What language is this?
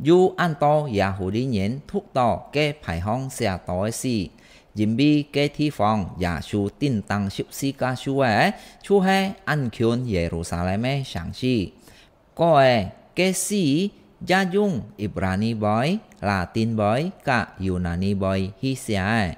Hakka Chinese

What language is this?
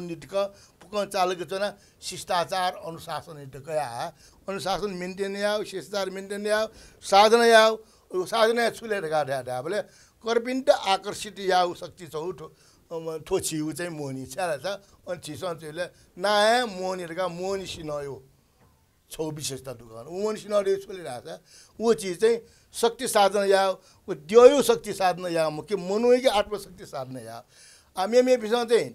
Newari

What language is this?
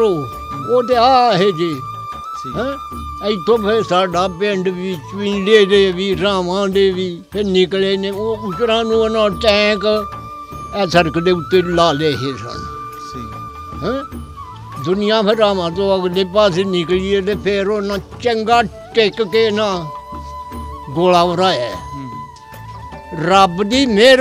Punjabi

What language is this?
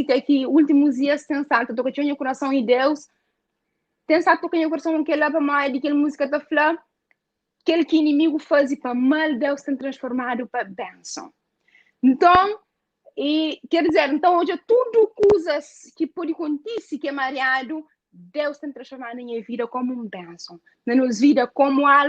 Kabuverdianu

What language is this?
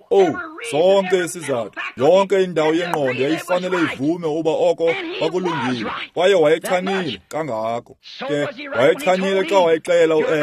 Xhosa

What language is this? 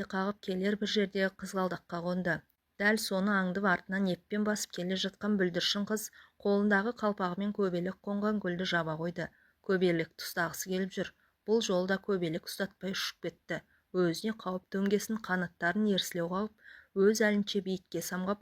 Kazakh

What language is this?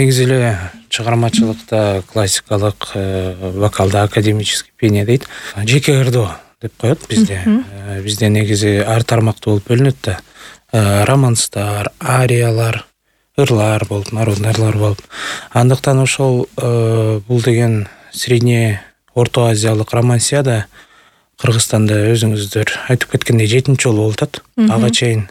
Kyrgyz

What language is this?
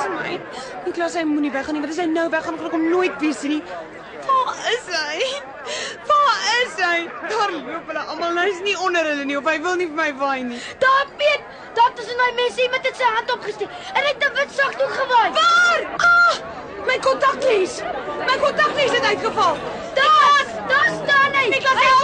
Afrikaans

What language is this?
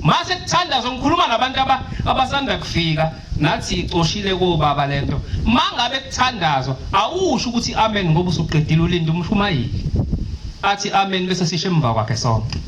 Zulu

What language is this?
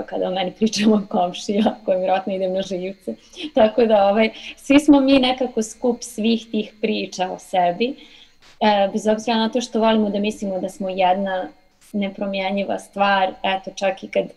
Serbian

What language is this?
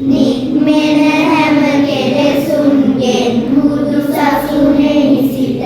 Sinhala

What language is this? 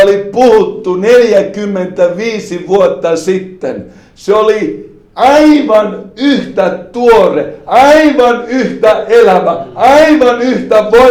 Finnish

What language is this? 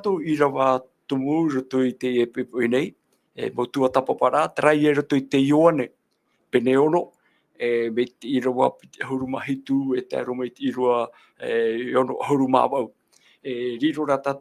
Tahitian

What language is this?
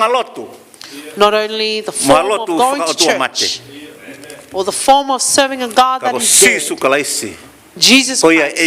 Tongan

